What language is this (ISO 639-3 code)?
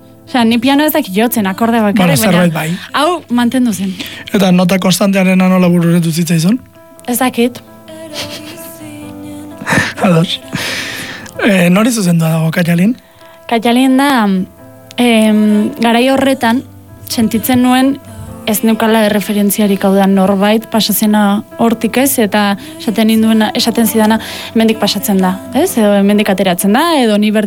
eus